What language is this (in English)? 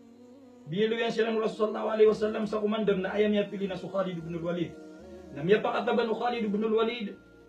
Maranao